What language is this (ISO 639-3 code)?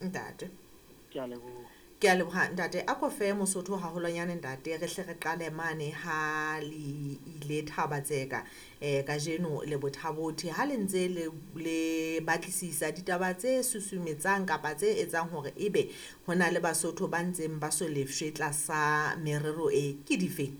sot